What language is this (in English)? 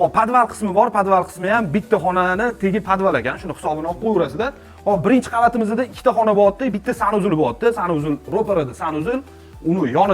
Uzbek